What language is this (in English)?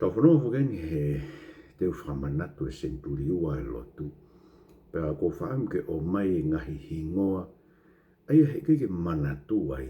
Tongan